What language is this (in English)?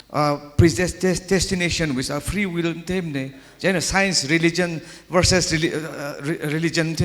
Tangkhul Naga (India)